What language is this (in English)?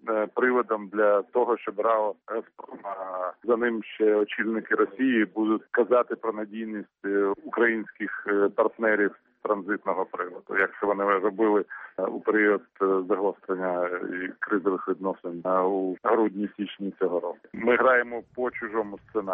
Ukrainian